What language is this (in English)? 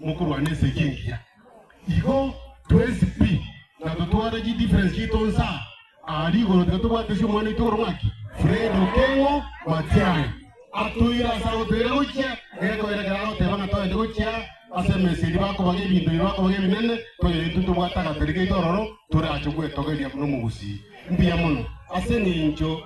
Gusii